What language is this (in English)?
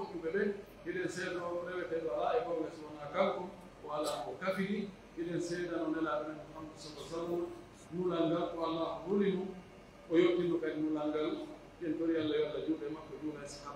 Pular